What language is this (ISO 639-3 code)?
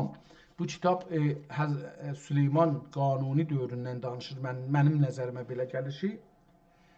azb